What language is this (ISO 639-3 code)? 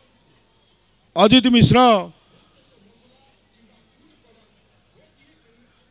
ori